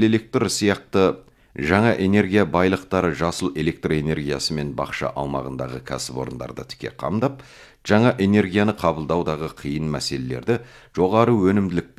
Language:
Kazakh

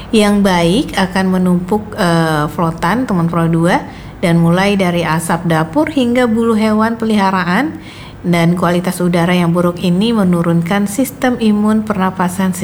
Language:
Indonesian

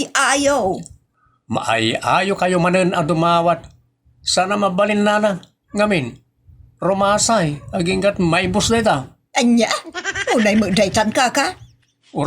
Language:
Iloko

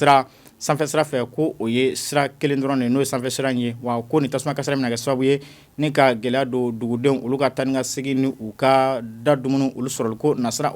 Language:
Bambara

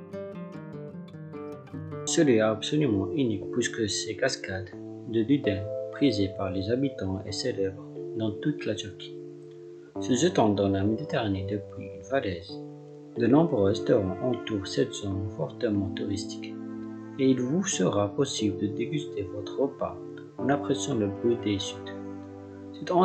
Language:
French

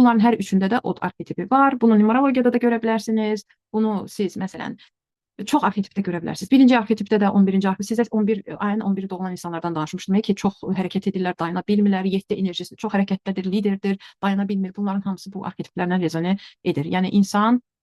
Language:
Azerbaijani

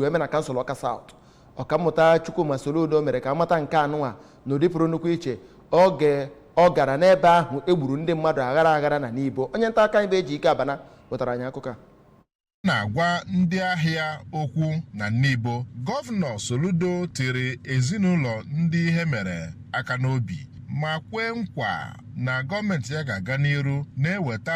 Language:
Igbo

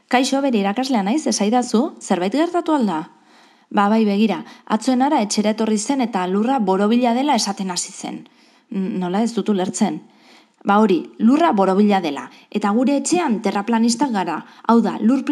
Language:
Basque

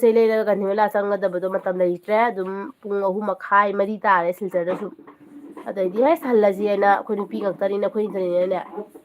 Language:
Manipuri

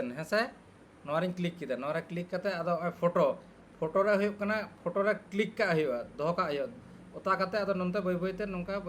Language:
Santali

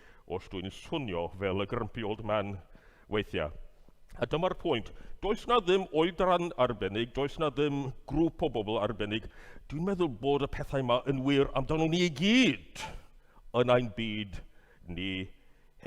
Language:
Welsh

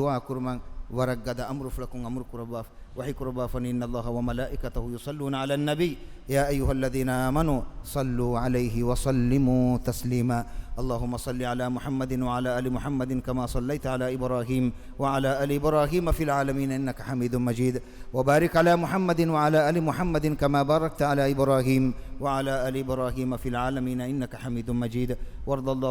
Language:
Divehi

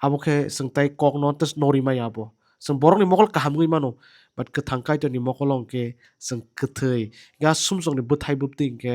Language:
Kok Borok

